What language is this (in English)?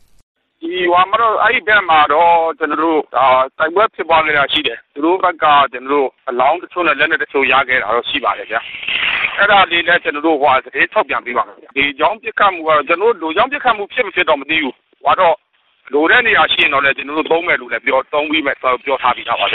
Burmese